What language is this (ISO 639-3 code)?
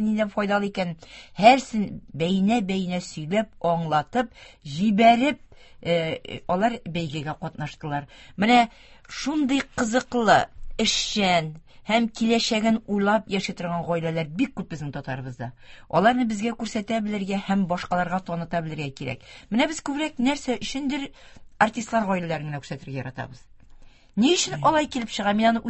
tat